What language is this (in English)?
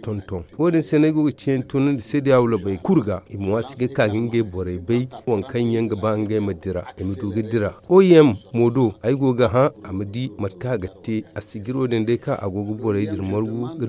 Zarma